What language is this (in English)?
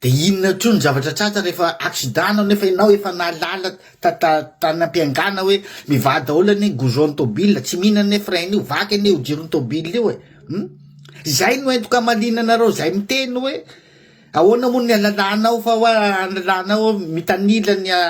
Malagasy